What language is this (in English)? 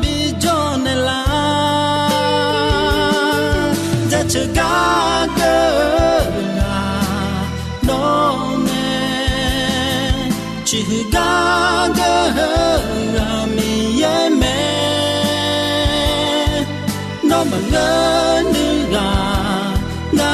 Akha